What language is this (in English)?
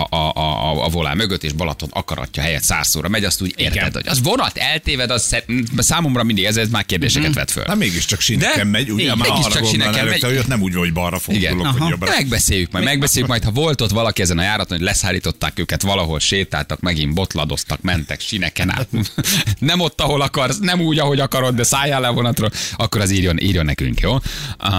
Hungarian